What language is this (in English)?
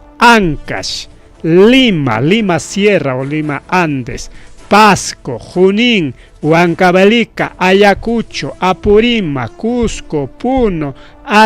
Ayacucho Quechua